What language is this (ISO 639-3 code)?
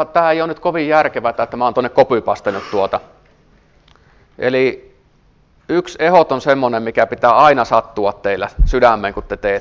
fin